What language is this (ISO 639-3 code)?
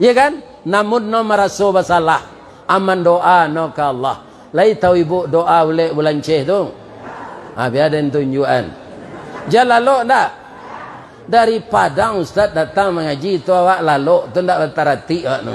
min